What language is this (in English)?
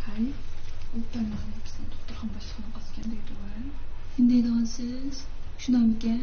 Uyghur